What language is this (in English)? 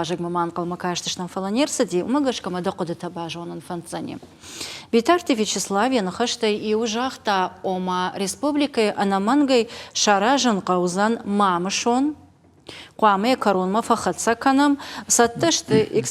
Ossetic